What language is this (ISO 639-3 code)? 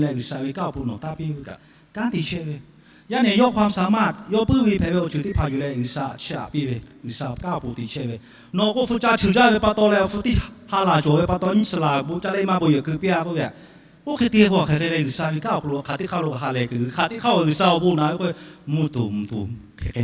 lhu